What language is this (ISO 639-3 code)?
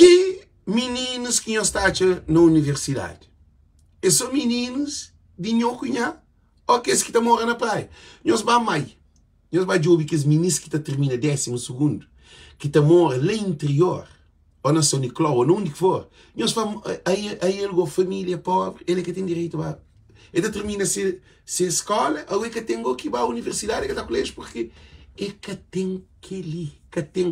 kea